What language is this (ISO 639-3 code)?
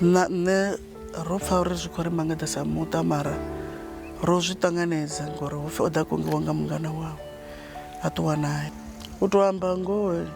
ven